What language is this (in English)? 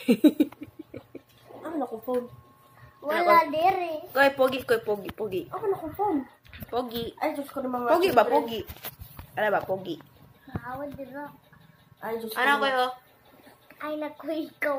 Cebuano